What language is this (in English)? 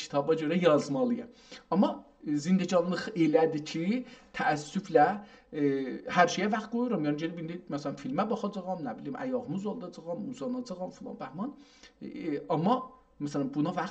South Azerbaijani